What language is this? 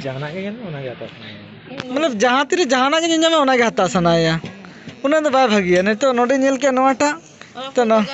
Santali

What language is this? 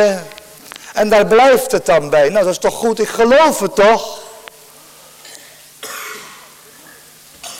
Dutch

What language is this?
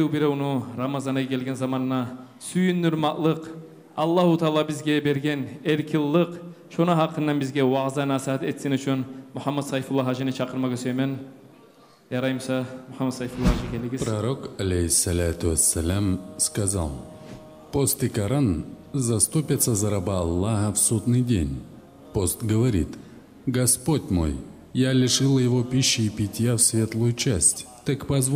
Kumyk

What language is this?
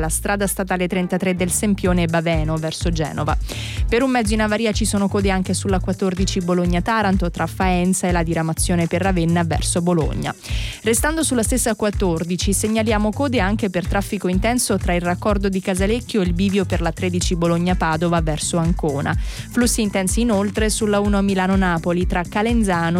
Italian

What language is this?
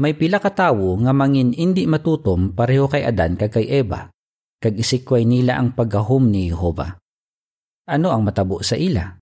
Hiligaynon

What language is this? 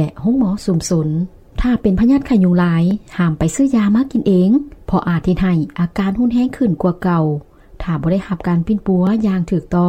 Lao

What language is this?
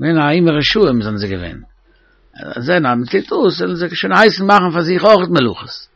Yiddish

